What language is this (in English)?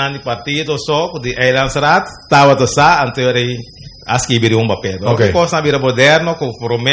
Papiamento